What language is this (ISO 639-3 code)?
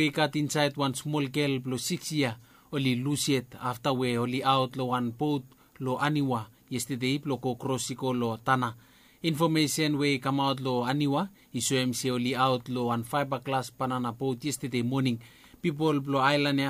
bis